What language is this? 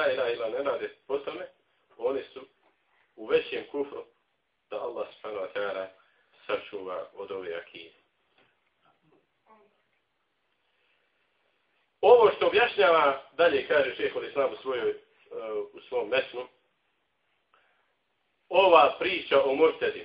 Bosnian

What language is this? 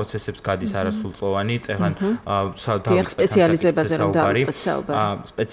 Georgian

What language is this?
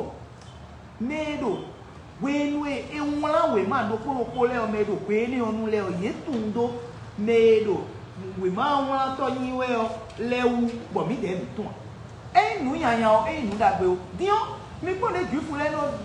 Fon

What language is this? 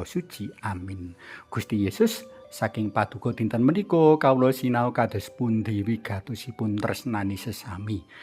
Javanese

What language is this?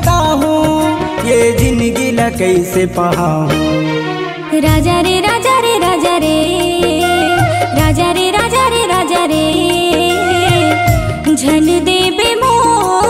Chhattisgarhi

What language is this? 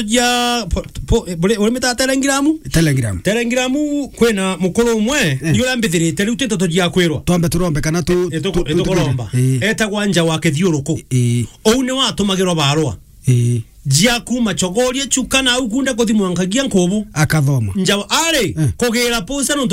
Meru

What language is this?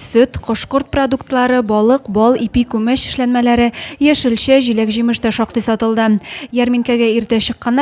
Tatar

